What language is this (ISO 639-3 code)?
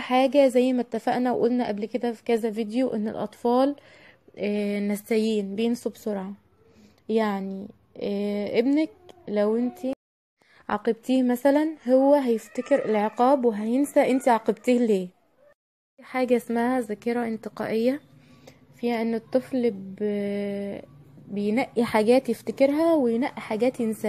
arz